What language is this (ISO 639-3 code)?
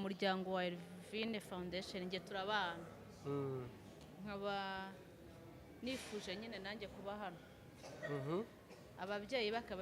kin